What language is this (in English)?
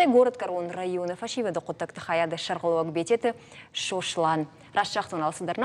Ossetic